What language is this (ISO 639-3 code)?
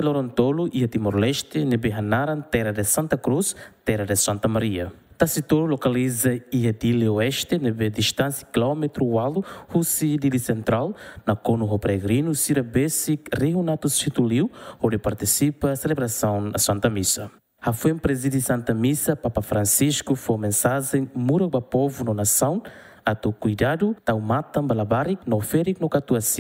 tet